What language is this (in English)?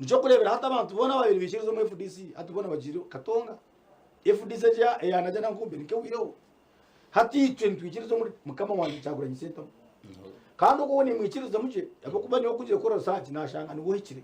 Nyankole